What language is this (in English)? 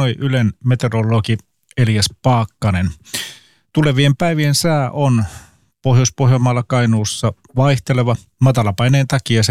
Finnish